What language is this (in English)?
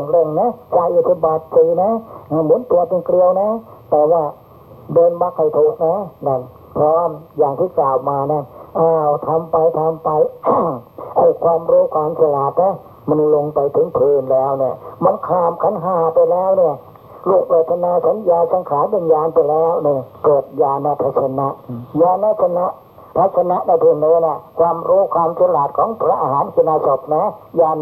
Thai